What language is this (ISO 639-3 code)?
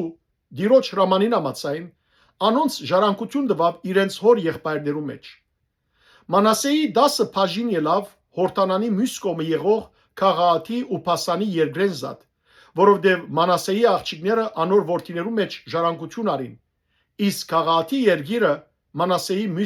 hyw